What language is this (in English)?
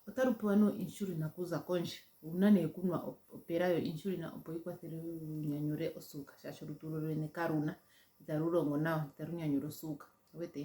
Ndonga